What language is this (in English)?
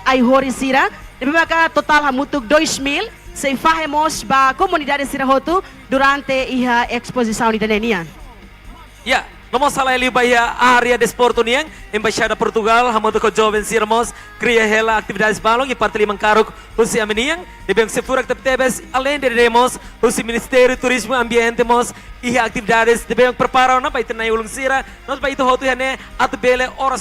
Tetum